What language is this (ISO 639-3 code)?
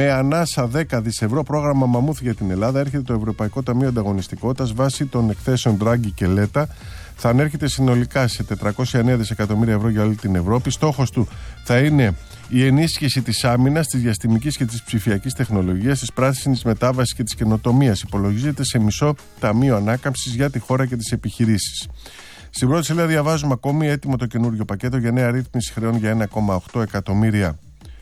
ell